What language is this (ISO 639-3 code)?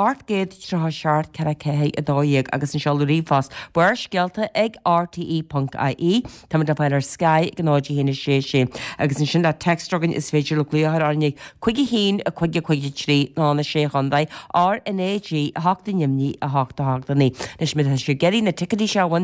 gle